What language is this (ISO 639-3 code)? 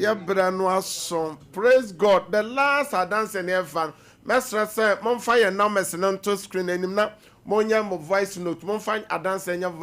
aka